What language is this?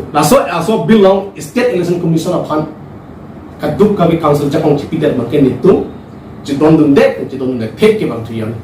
Karbi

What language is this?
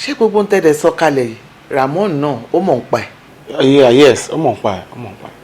Yoruba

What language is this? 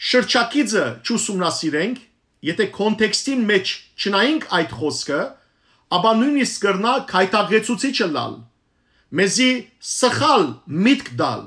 Western Armenian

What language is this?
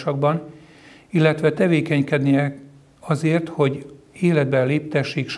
Hungarian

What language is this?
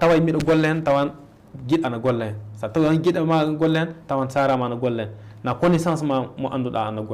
Fula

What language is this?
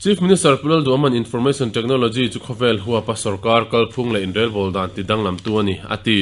Mizo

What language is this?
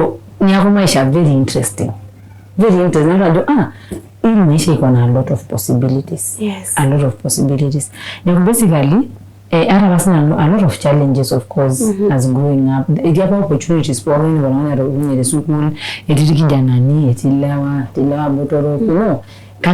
Masai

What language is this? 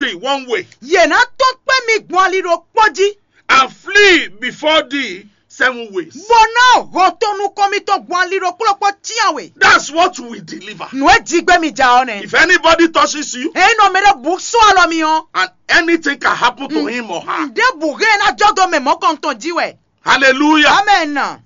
Fon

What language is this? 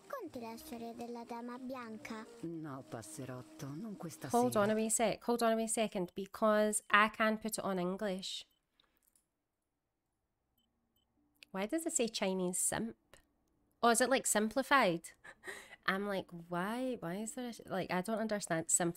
English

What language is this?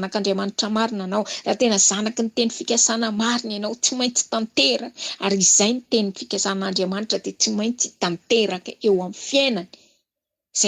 Malagasy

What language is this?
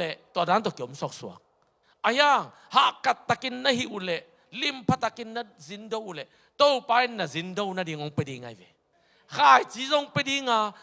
Tedim Chin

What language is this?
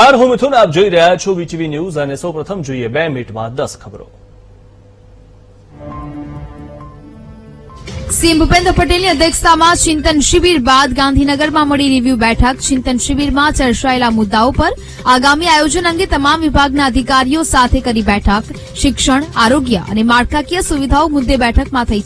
Gujarati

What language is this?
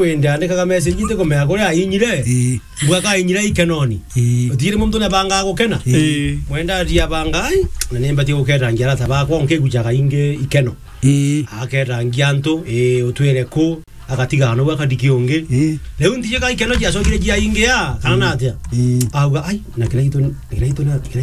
Meru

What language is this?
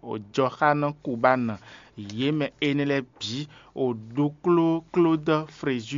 Fon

